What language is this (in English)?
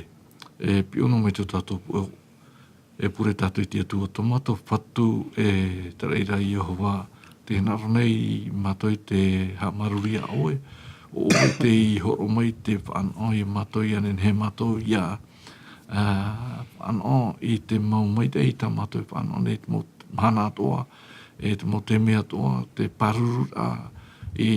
Tahitian